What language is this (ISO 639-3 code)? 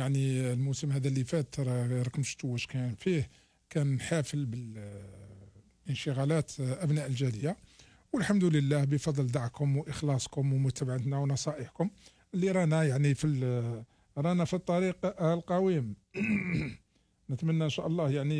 arq